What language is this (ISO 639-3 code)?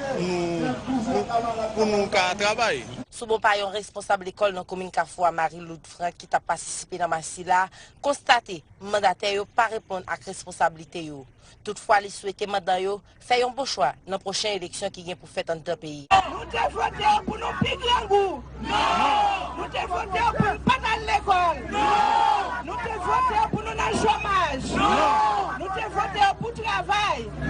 hat